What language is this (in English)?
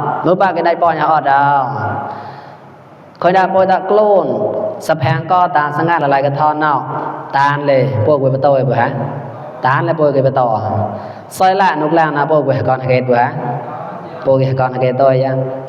Mon